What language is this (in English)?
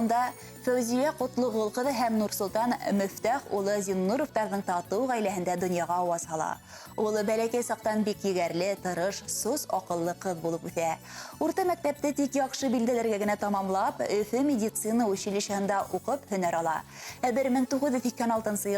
Bashkir